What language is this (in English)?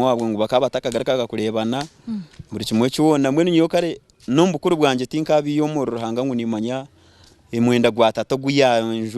Nyankole